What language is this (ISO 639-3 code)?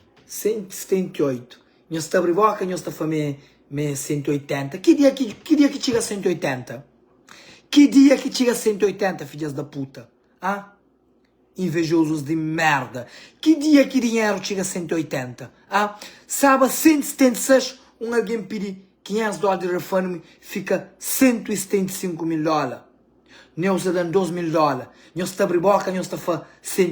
kea